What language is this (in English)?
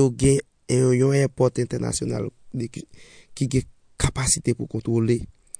Haitian Creole